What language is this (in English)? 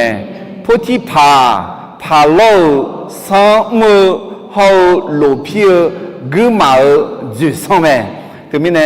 Akha